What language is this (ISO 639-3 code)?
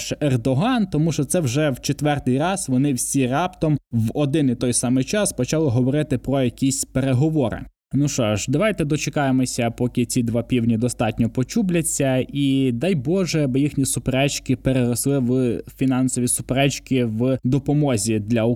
ukr